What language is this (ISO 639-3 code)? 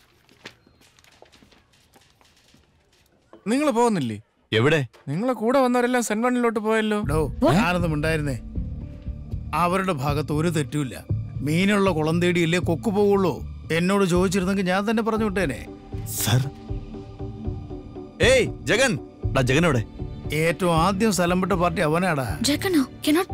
mal